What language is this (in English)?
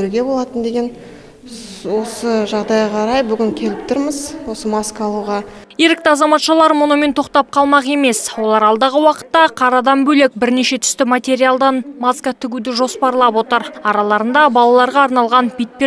Kazakh